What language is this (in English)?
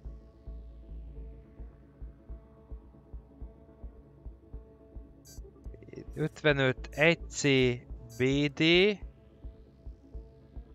Hungarian